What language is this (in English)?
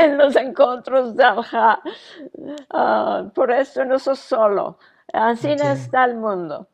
Ladino